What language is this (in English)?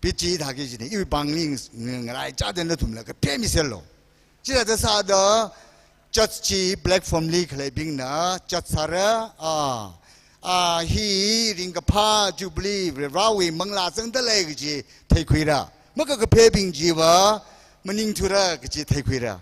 Tangkhul Naga (India)